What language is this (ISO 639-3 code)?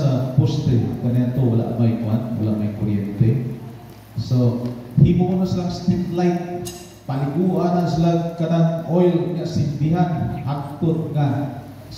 ceb